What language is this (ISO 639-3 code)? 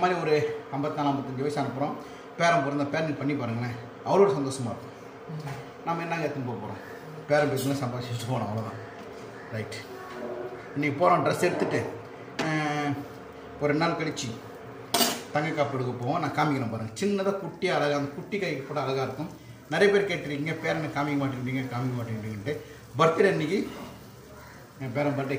tam